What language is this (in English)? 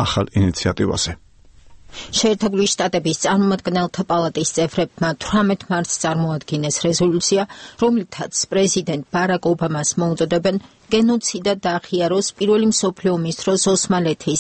Georgian